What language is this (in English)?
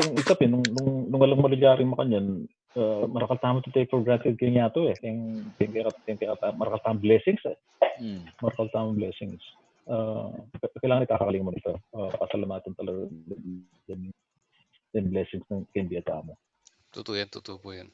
Pampanga